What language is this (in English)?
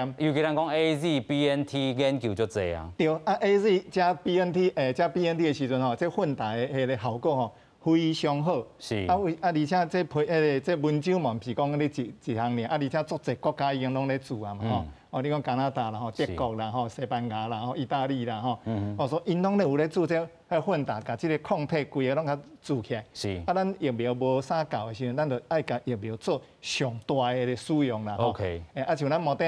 Min Nan Chinese